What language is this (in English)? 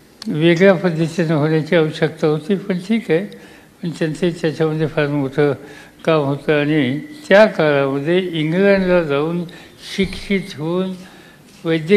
Marathi